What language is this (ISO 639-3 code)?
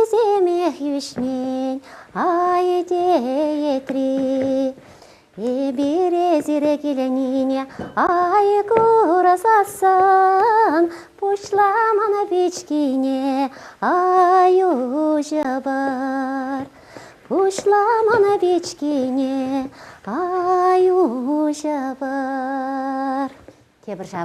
chv